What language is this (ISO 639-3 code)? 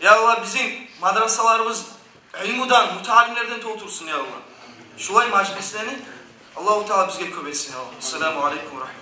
kum